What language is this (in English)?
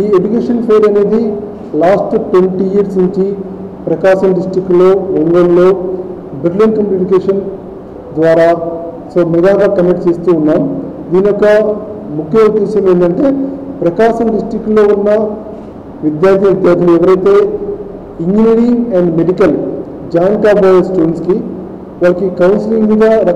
Telugu